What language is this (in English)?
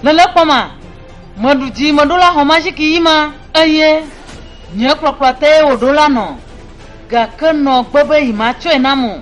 Ewe